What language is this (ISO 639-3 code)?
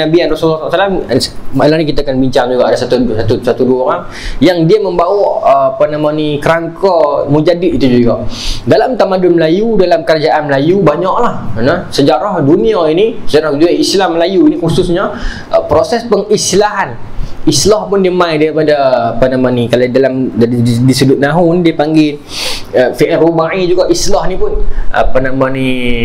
msa